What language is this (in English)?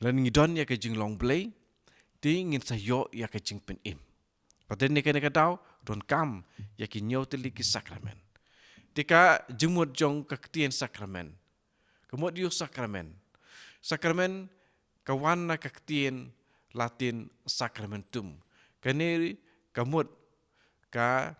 Khasi